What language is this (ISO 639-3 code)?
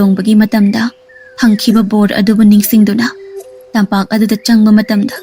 mni